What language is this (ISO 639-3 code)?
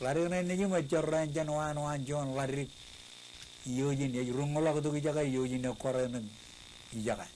mah